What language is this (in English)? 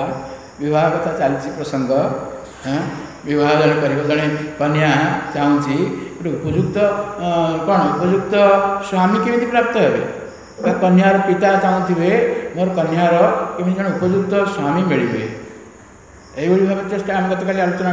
Odia